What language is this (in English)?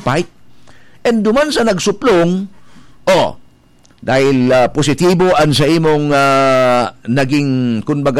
Bikol